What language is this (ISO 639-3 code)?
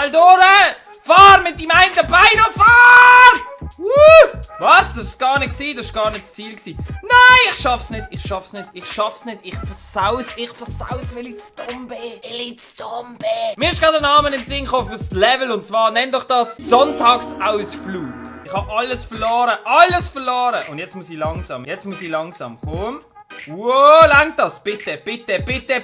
gsw